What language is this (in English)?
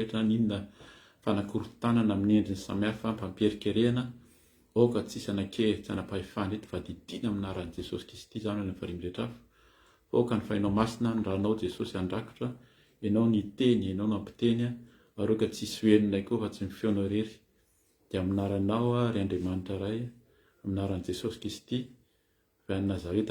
Malagasy